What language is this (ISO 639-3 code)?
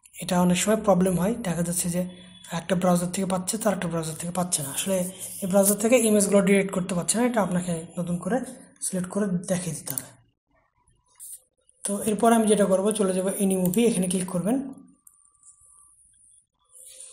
ben